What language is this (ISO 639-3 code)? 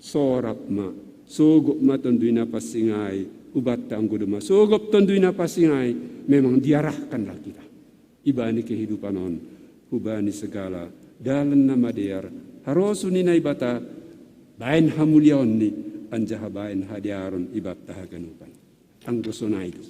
bts